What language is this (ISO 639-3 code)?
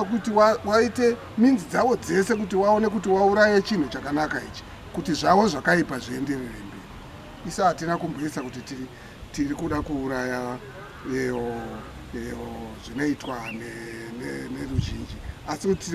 sna